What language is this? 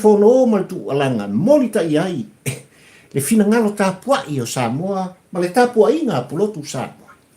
Samoan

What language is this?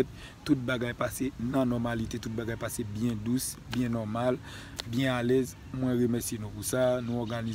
Haitian Creole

